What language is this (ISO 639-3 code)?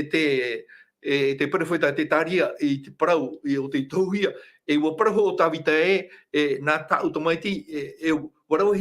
tah